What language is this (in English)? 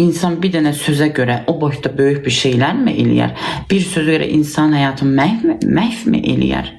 Azerbaijani